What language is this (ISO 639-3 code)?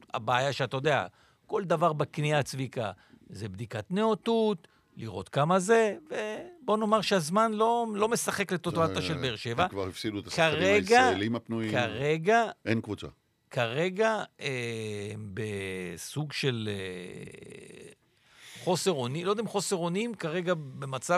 heb